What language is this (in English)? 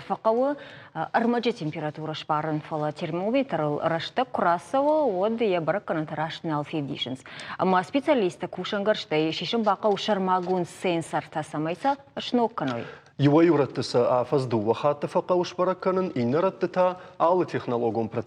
Ossetic